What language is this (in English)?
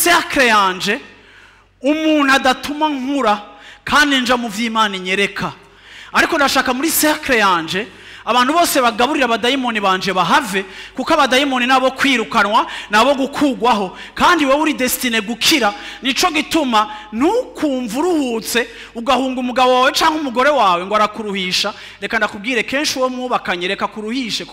Rundi